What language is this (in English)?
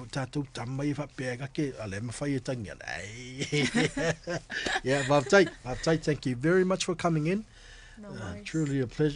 Samoan